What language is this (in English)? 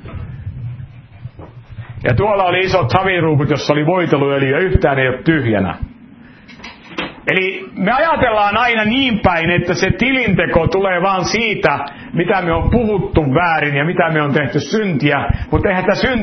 Finnish